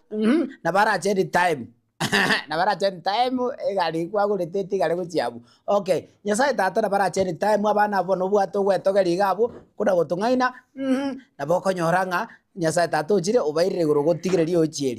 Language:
Gusii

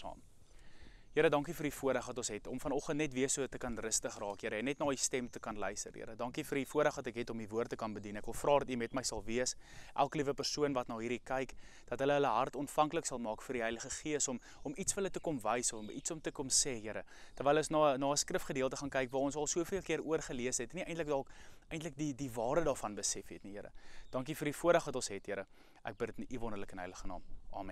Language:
Afrikaans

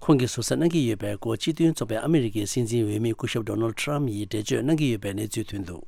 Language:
Tibetan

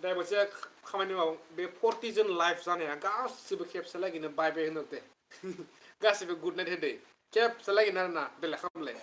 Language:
Bodo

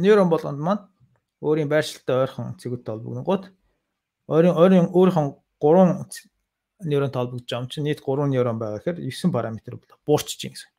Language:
Mongolian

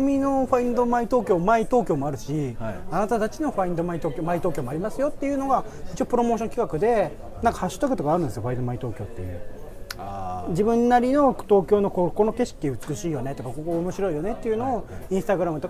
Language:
Japanese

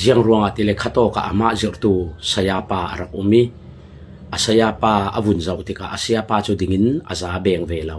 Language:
Falam Chin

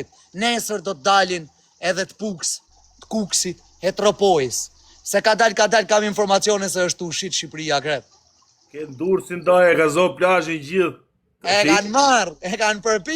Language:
Albanian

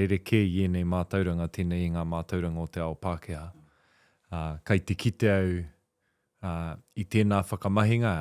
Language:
Māori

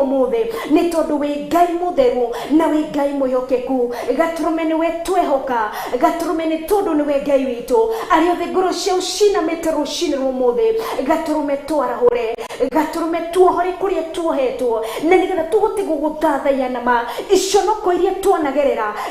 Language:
Kikuyu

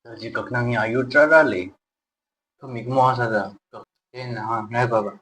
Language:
Tangkhul Naga (India)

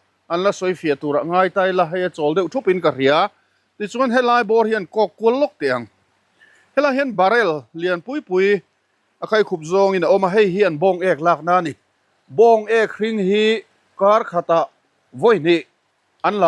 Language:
Mizo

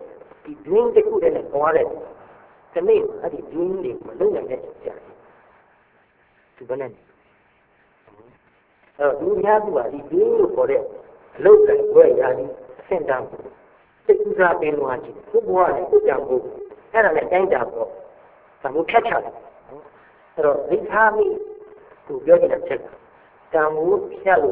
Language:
Burmese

